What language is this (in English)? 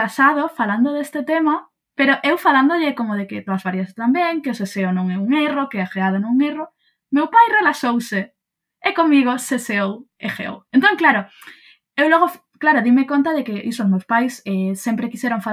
Galician